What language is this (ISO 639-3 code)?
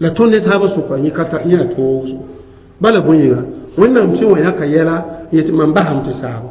mos